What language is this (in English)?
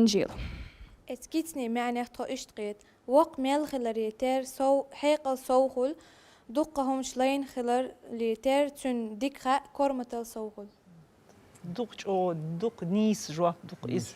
Chechen